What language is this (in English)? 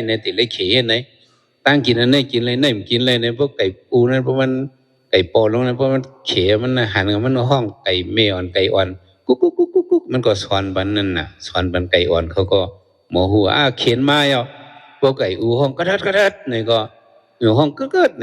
Shan